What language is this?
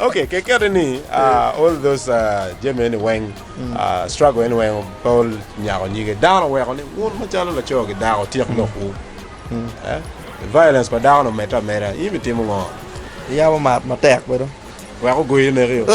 Acoli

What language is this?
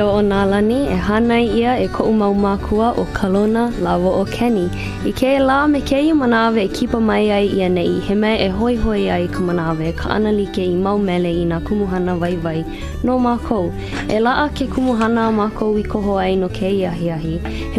Hawaiian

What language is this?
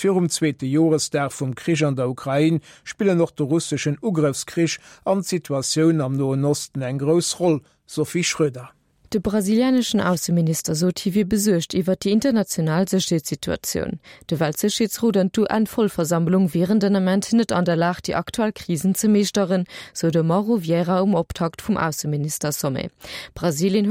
Luxembourgish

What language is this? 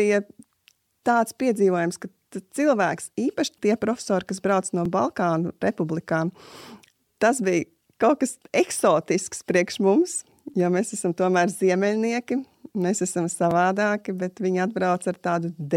Latvian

